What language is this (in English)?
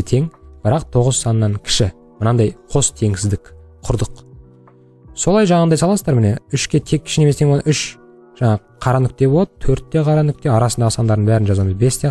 Kazakh